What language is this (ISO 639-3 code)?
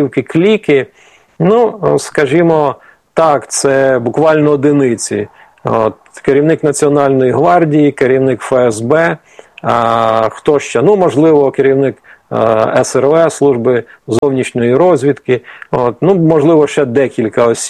ukr